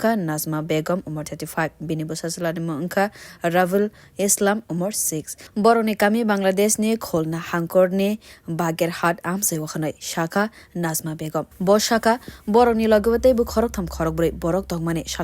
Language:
Kok Borok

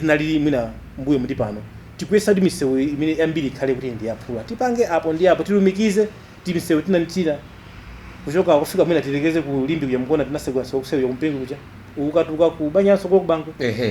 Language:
Nyanja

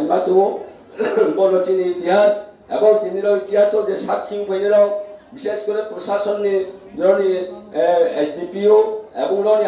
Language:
Riang (India)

